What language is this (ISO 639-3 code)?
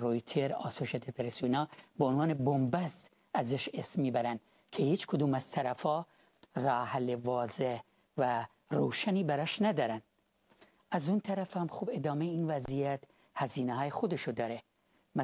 fas